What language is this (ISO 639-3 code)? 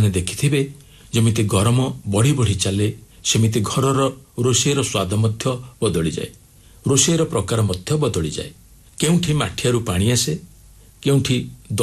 ori